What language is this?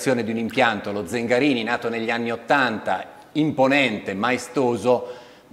Italian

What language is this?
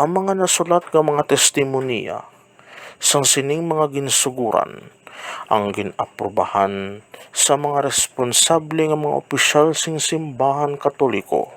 Hiligaynon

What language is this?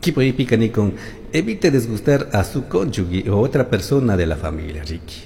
Chimborazo Highland Quichua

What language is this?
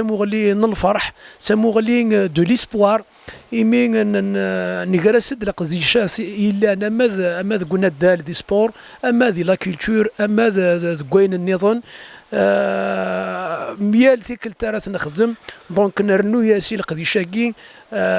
Kabyle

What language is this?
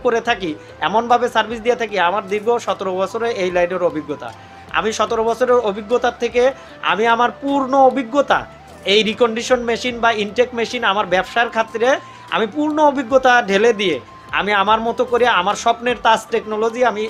Bangla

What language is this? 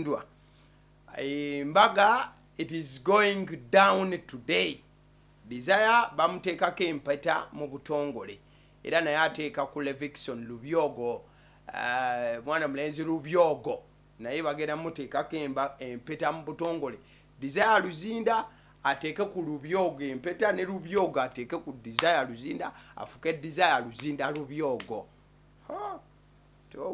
Ganda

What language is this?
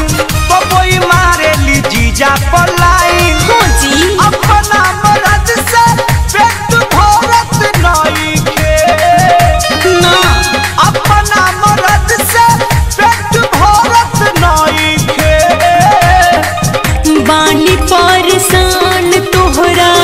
Bhojpuri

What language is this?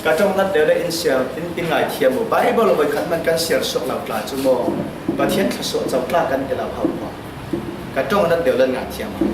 Falam Chin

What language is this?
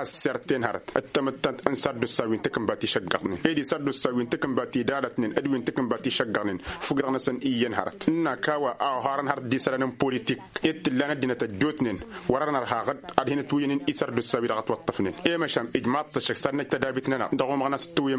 Tamasheq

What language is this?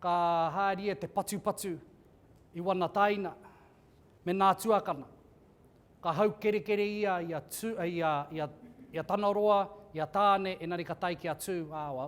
Māori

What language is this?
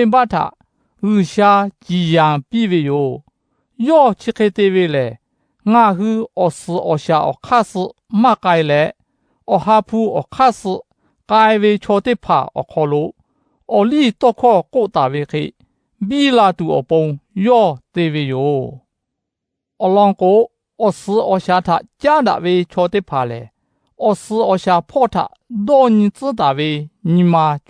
Lahu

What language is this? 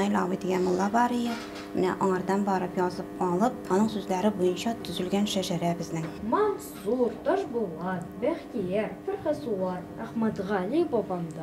Bashkir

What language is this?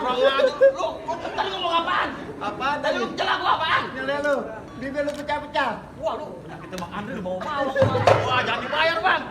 Betawi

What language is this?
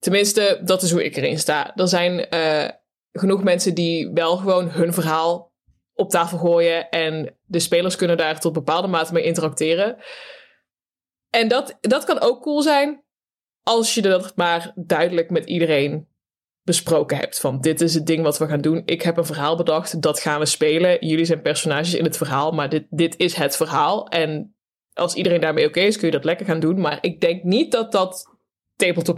Dutch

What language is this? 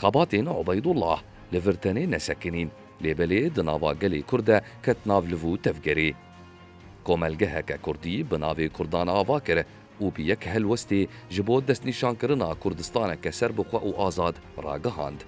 Kurdish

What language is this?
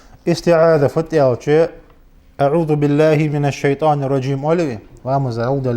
Ingush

